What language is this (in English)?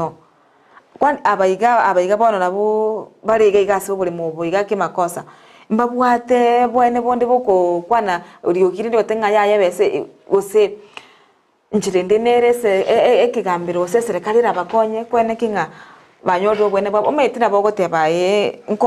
Gusii